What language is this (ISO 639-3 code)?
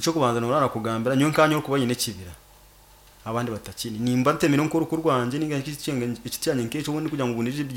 nyo